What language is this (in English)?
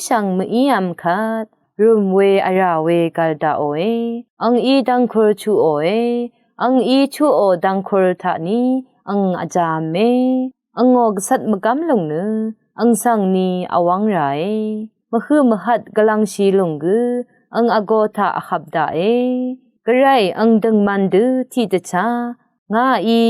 Rawang